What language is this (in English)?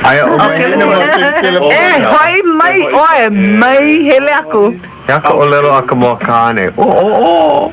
Hawaiian